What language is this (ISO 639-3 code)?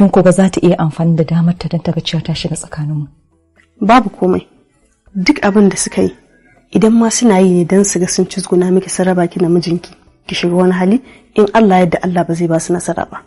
hau